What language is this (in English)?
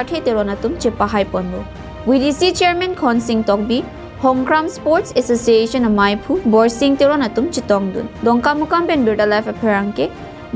Karbi